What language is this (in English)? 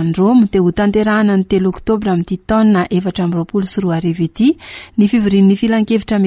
Malagasy